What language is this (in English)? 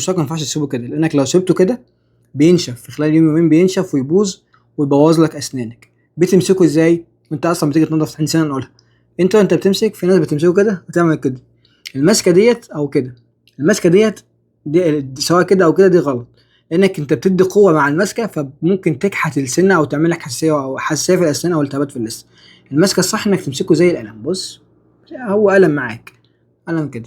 Egyptian Arabic